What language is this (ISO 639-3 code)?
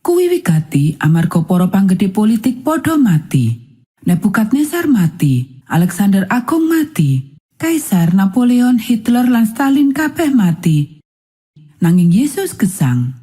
jav